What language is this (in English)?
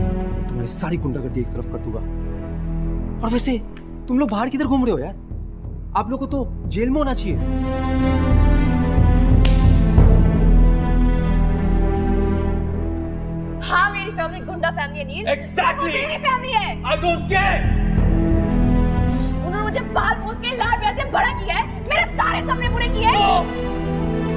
Hindi